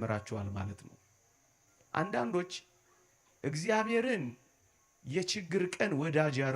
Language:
Amharic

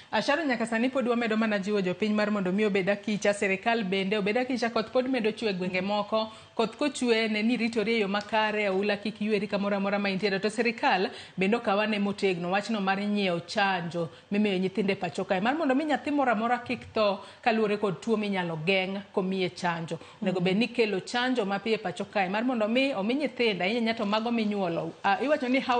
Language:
Luo (Kenya and Tanzania)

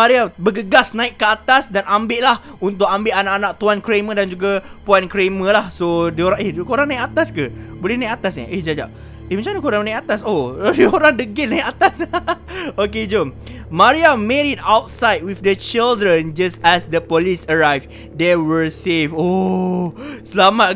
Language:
Malay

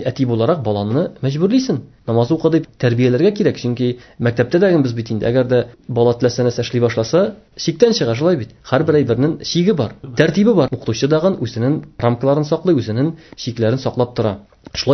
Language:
Tatar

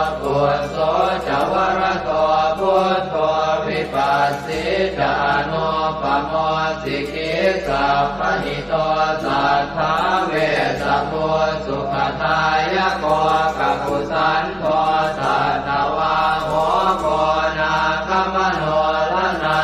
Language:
Pali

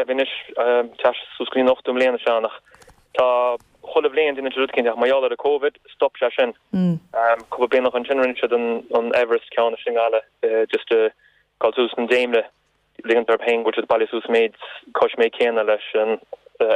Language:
Irish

